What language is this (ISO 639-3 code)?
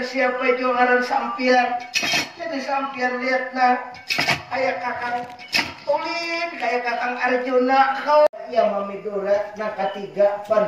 bjn